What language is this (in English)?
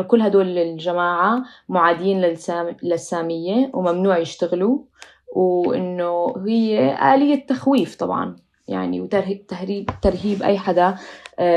North Levantine Arabic